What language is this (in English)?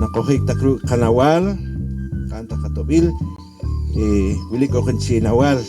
Poqomchi'